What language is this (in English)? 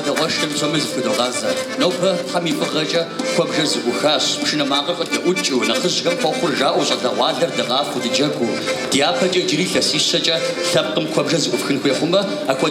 Kabardian